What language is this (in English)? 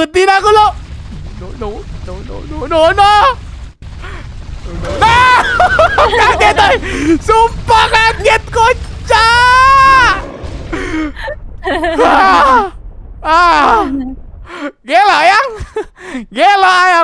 Indonesian